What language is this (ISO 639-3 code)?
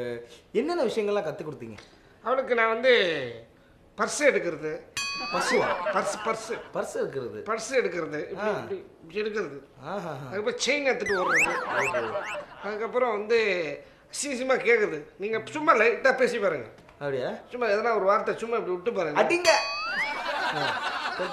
tam